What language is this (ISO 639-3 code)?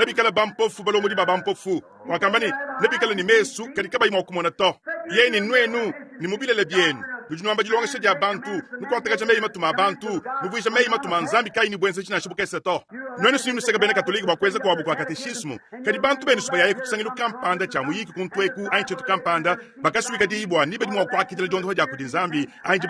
lua